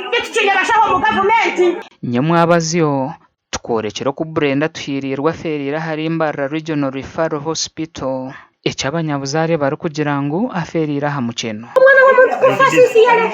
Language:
Nyankole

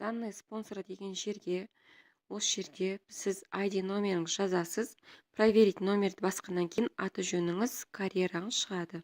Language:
Kazakh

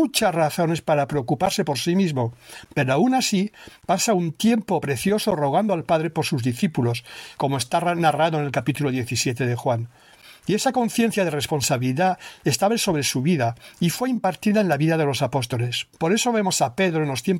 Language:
Spanish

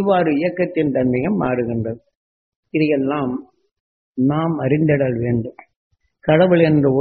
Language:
Tamil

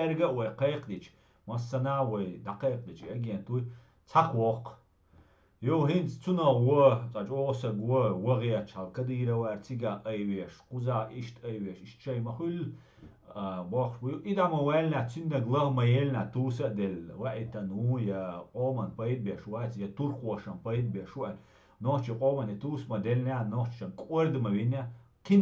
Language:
Chechen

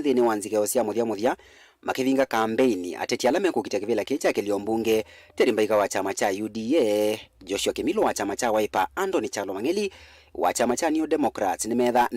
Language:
Kamba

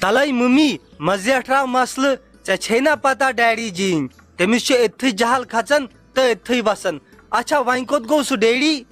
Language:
Kashmiri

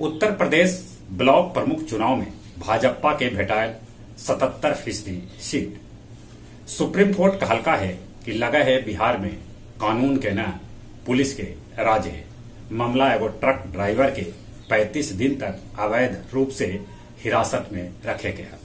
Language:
Magahi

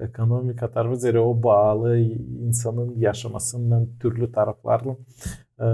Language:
Gagauz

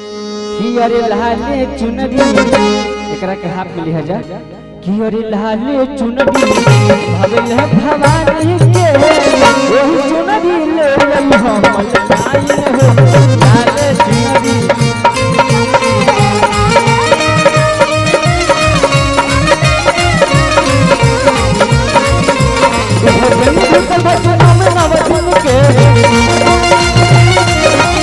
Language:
Bhojpuri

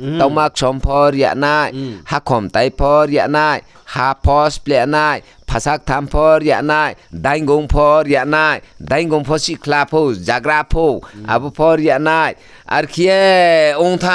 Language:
Riang (India)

